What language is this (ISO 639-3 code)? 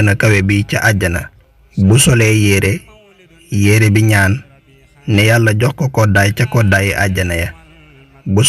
wol